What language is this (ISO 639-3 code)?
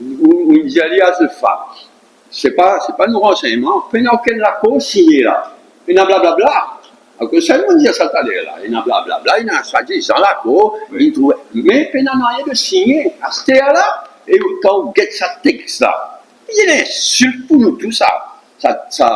mfe